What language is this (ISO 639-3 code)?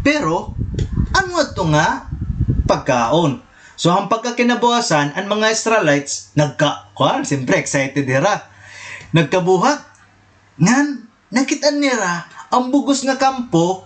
war